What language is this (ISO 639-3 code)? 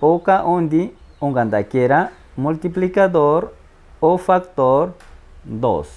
mcb